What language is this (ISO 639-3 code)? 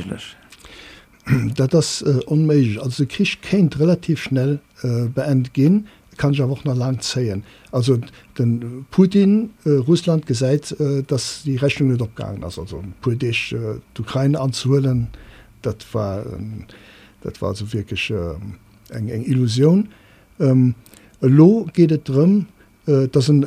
ltz